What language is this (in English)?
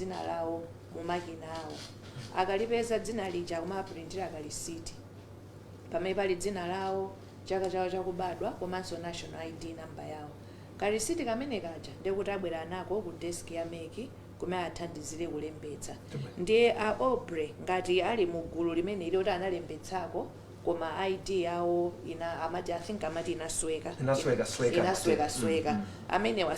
Nyanja